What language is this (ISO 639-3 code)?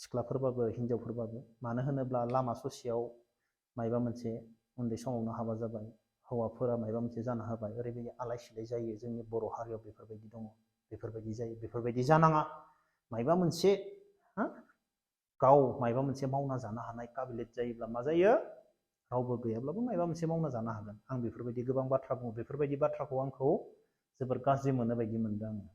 brx